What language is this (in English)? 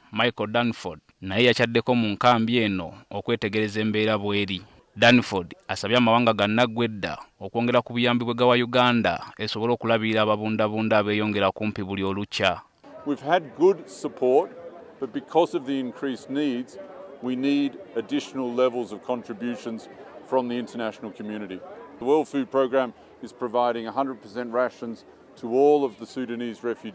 Ganda